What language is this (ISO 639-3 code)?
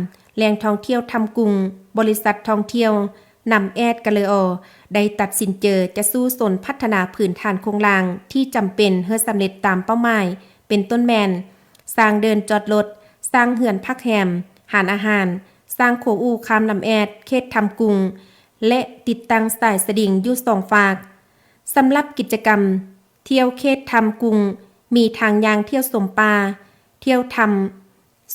lao